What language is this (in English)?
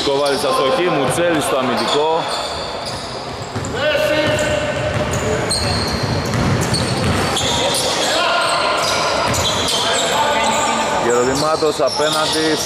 Greek